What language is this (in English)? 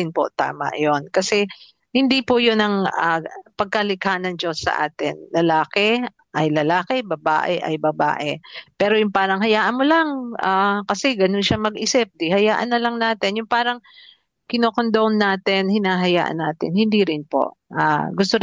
Filipino